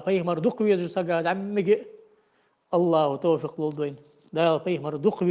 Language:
Ingush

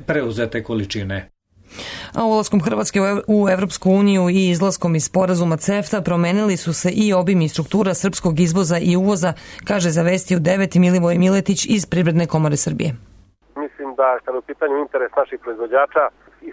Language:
Serbian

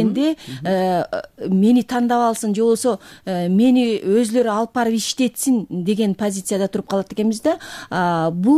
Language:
Kyrgyz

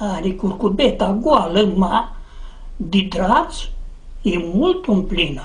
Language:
Aromanian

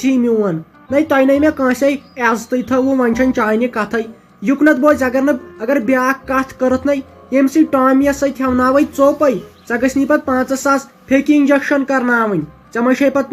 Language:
Kashmiri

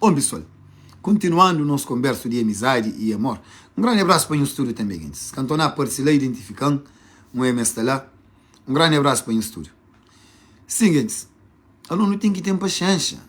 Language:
Kabuverdianu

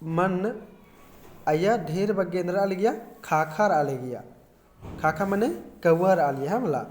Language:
Kurukh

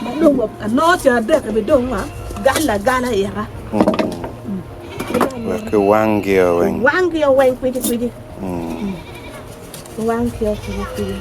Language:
Acoli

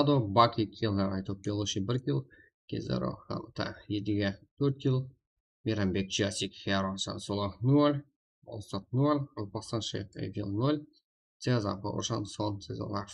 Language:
Kara-Kalpak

